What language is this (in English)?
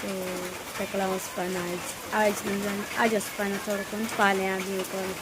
Konkani